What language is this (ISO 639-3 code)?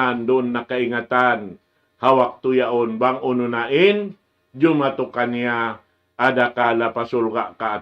tsg